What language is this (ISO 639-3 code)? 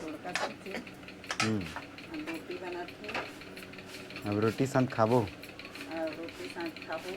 hne